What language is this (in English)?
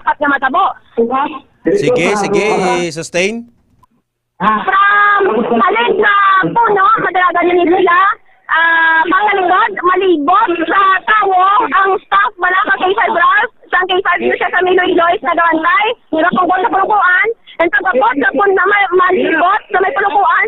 Hiligaynon